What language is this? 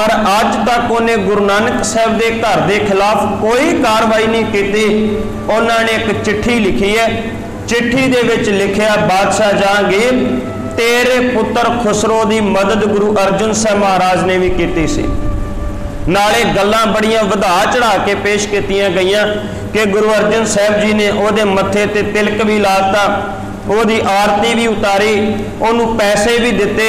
Punjabi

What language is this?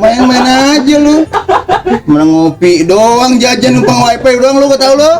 Betawi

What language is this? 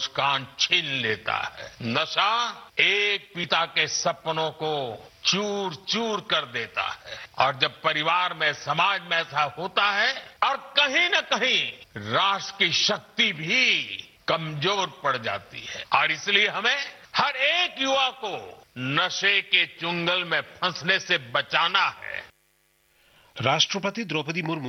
Hindi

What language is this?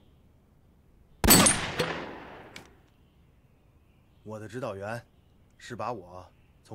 Chinese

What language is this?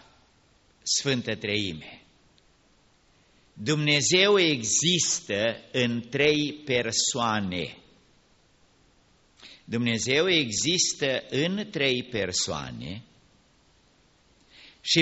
Romanian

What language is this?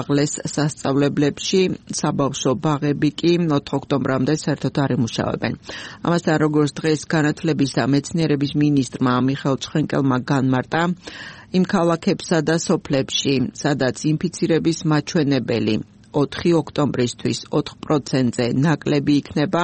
Georgian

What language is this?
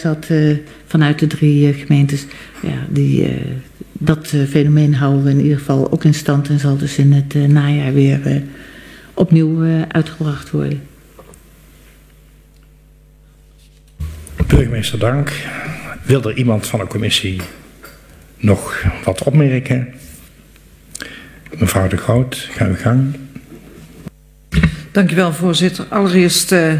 Dutch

